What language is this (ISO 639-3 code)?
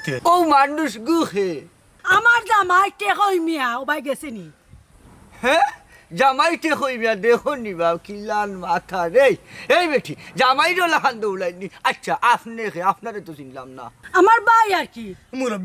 syl